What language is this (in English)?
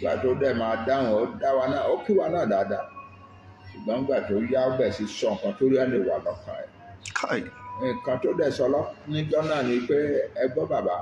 Yoruba